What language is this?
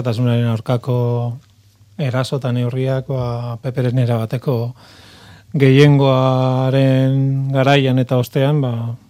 Basque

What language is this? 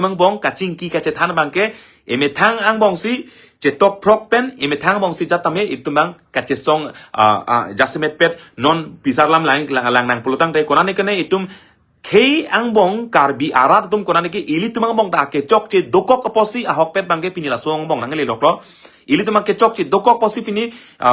Karbi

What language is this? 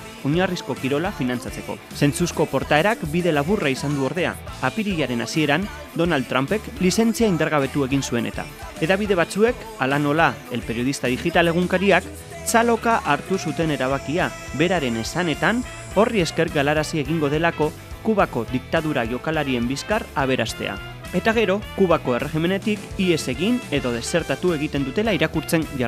Basque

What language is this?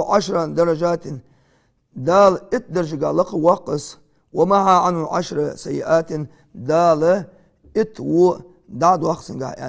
Ingush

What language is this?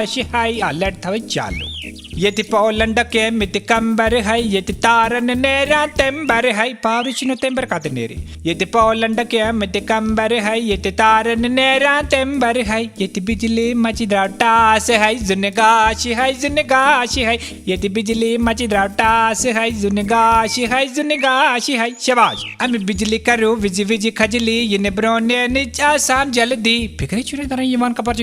Kashmiri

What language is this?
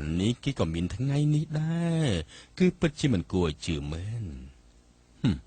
Khmer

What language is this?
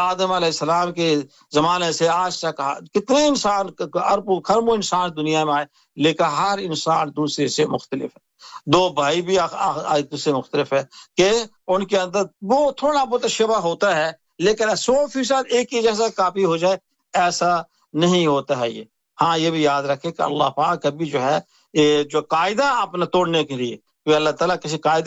Urdu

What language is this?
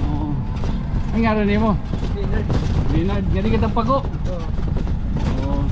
Waray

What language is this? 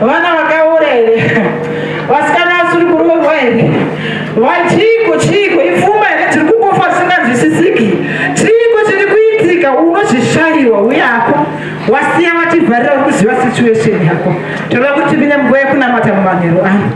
Shona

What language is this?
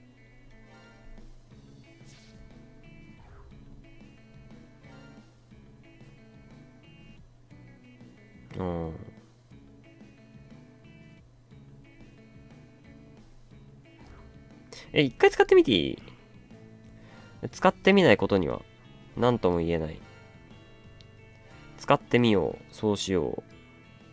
Japanese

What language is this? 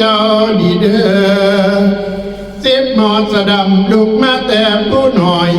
Northeastern Thai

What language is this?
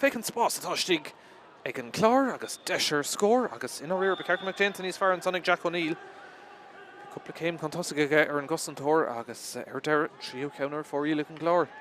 Irish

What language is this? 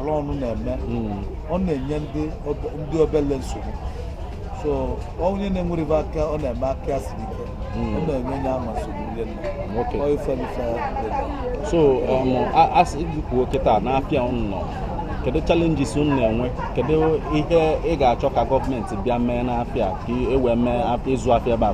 Igbo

